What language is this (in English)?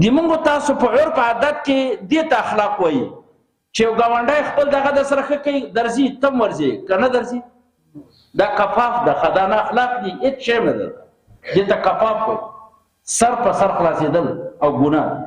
Pashto